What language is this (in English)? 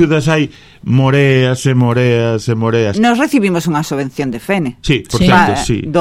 Galician